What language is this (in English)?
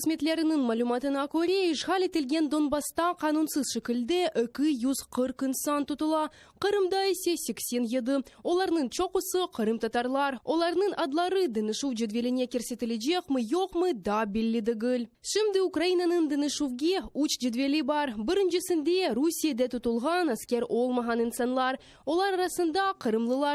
Crimean Tatar